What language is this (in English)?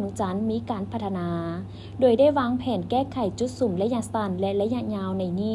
Lao